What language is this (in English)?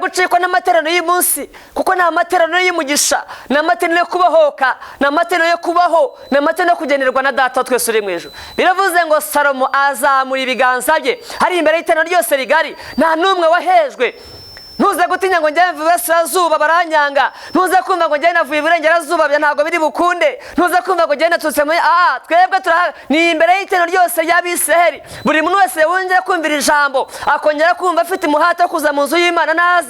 Kinyarwanda